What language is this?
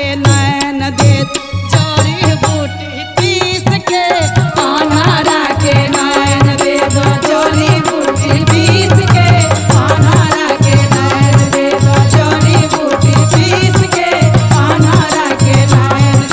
Bhojpuri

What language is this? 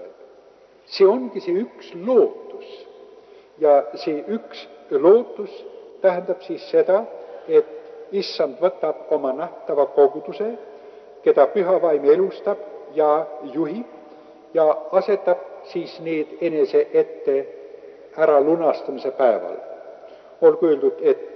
Estonian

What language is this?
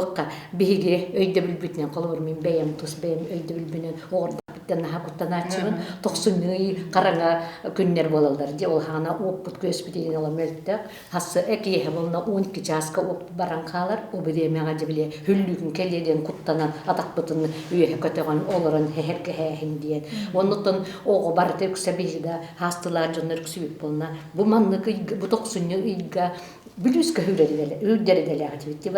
Yakut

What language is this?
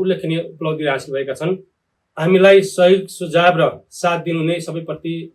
Nepali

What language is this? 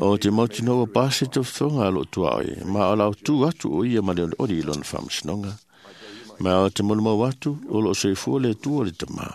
Samoan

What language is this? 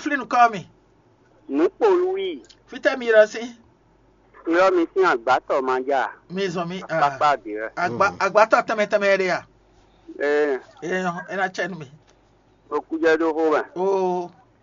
Fon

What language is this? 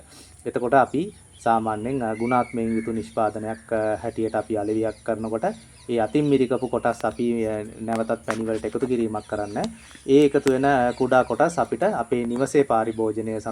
Sinhala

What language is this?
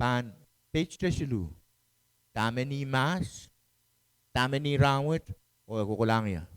Pohnpeian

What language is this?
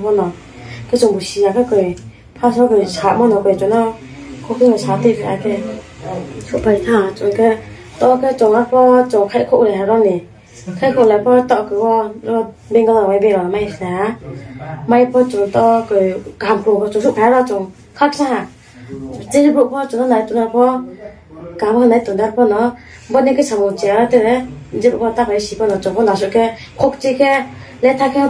Riang (India)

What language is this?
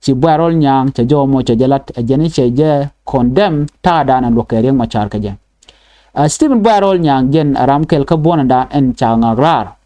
Nuer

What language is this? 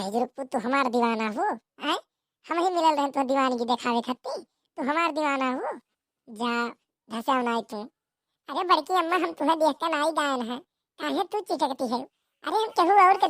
Awadhi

